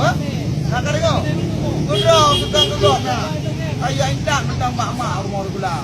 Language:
Achinese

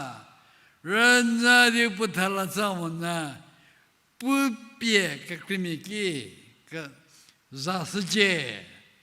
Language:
Angami Naga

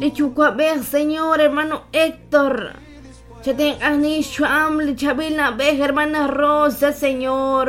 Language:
Kekchí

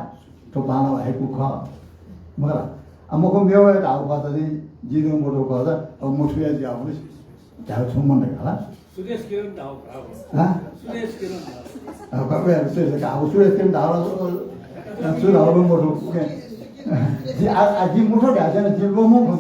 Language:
Newari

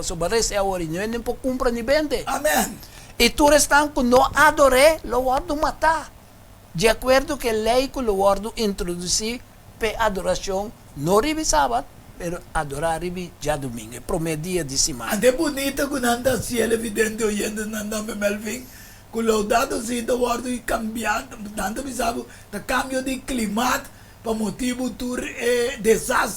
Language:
Papiamento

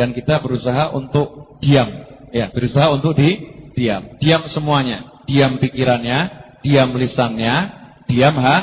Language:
Indonesian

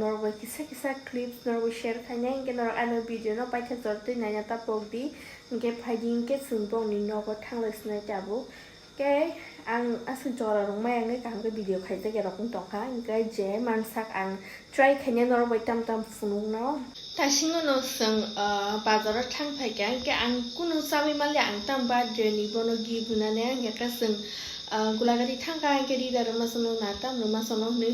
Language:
Kok Borok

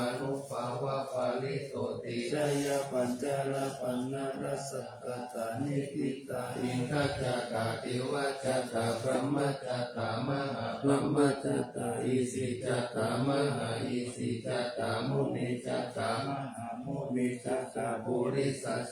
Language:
Pali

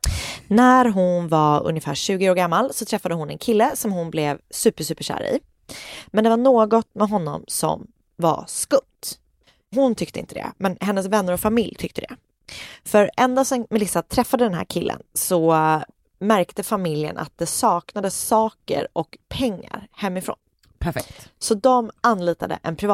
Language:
Swedish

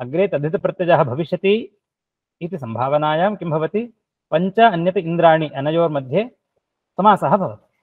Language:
Sanskrit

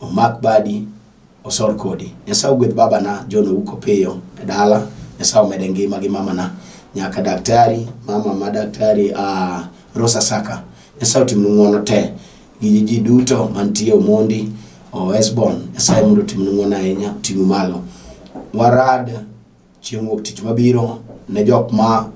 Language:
Luo (Kenya and Tanzania)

